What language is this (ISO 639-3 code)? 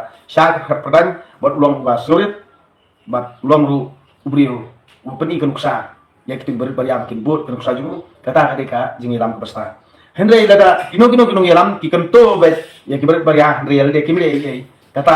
kha